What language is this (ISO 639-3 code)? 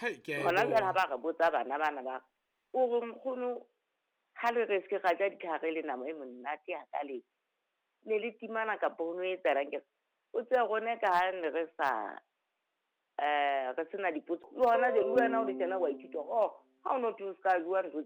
sot